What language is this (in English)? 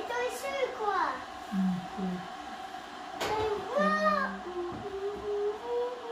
Croatian